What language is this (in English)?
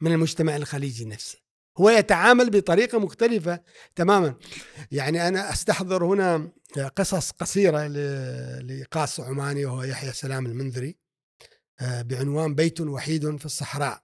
Gulf Arabic